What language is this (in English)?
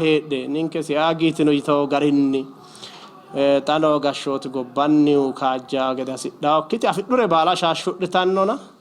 Sidamo